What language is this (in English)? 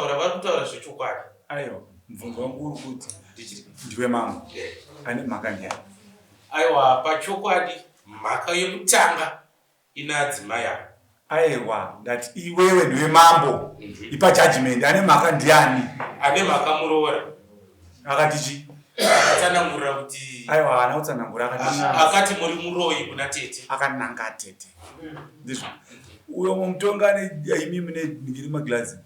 Shona